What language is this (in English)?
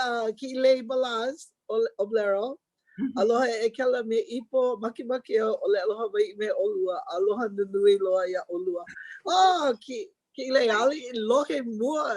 Hawaiian